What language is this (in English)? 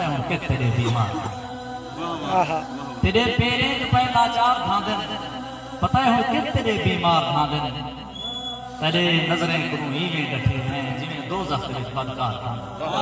Saraiki